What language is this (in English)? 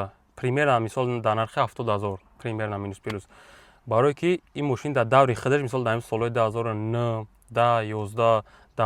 Tajik